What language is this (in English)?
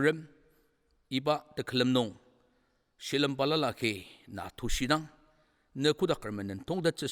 Ao Naga